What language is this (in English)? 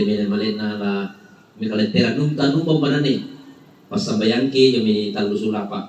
Toraja-Sa'dan